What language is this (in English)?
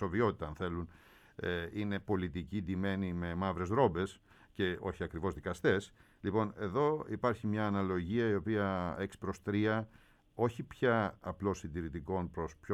Greek